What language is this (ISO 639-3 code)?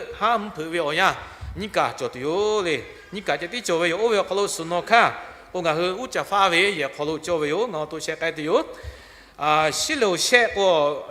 lhu